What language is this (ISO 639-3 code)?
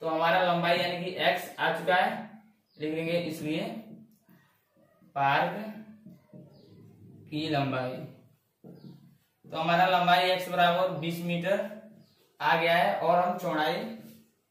hin